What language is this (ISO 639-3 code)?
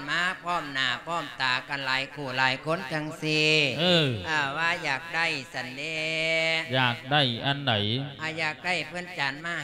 lao